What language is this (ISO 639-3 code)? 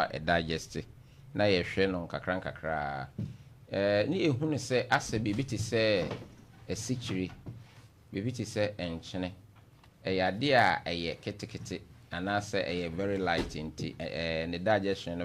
aka